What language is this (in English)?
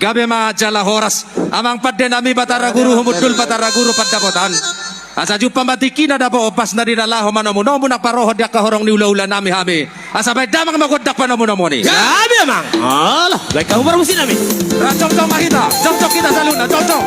Batak Toba